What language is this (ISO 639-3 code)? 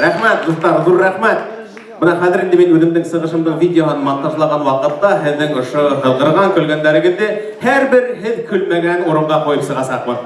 bak